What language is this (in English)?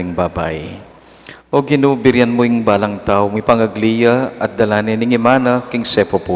Pampanga